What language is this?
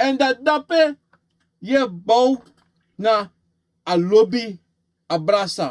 Sranan Tongo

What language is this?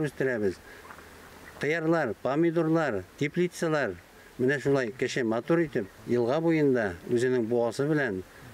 Bashkir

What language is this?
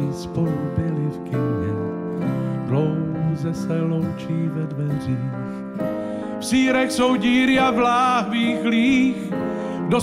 Czech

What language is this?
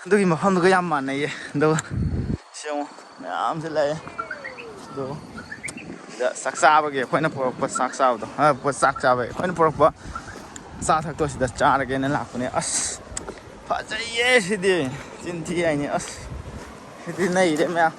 Manipuri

